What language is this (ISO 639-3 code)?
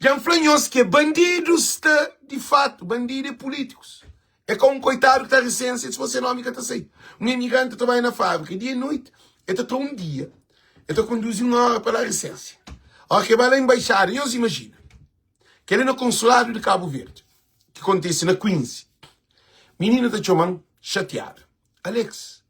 kea